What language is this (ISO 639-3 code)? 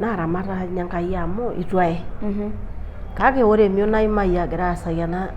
mas